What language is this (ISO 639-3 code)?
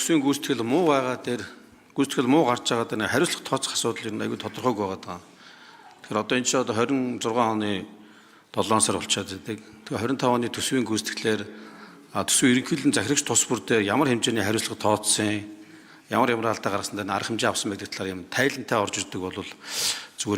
mon